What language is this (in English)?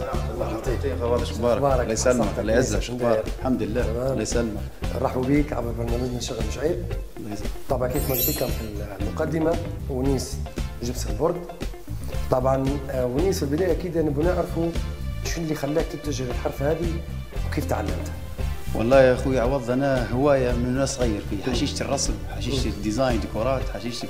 Libyan Arabic